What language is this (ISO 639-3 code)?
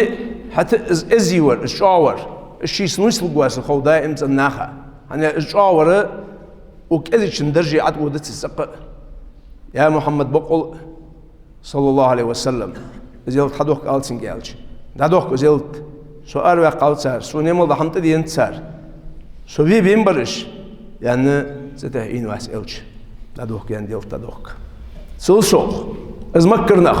inh